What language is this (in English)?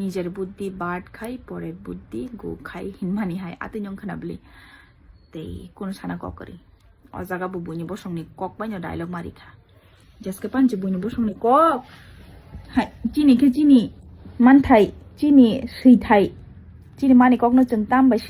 Kok Borok